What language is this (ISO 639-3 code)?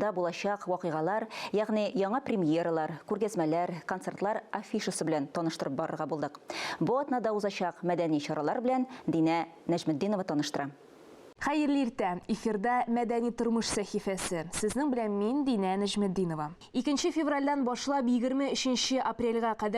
tat